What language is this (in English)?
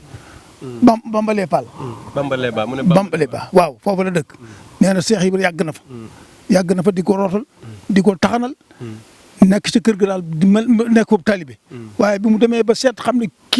Wolof